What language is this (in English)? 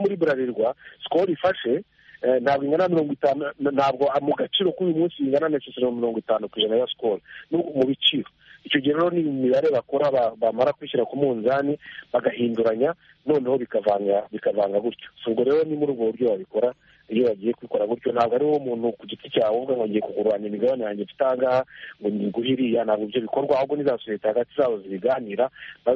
Kinyarwanda